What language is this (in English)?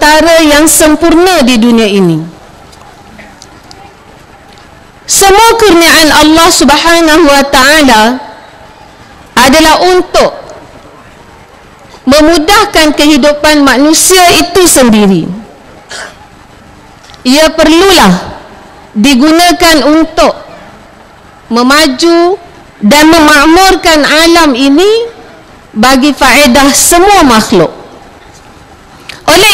Malay